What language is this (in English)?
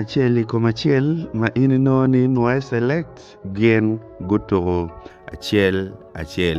Acoli